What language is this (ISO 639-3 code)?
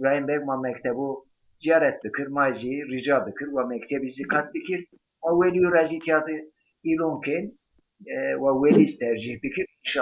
zza